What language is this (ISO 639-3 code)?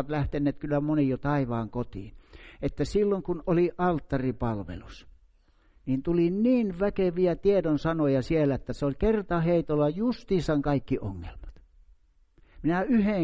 fin